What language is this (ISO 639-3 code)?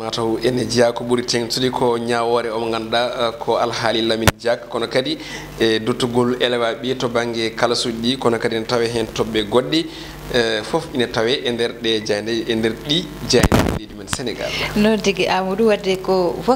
ful